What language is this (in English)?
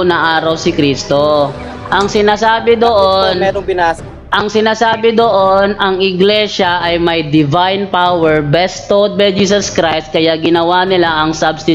Filipino